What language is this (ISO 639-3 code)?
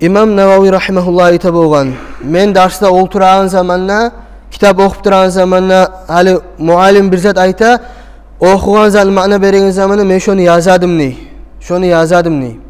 kum